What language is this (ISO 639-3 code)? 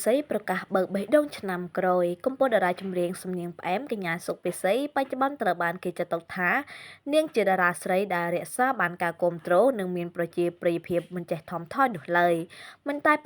khm